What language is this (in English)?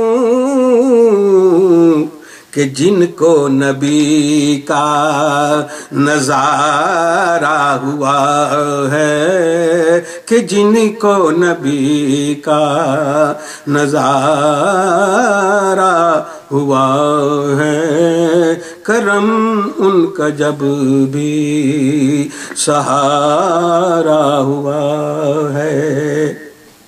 Urdu